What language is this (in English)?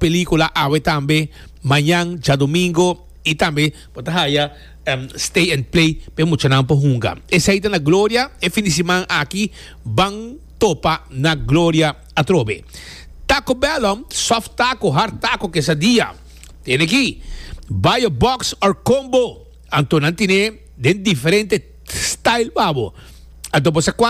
Papiamento